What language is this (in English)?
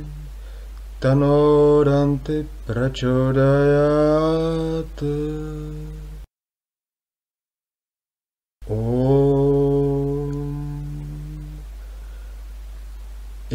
Sanskrit